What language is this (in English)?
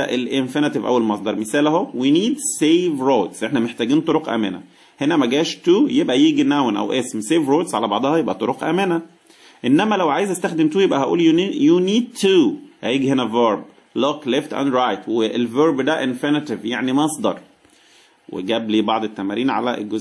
Egyptian Arabic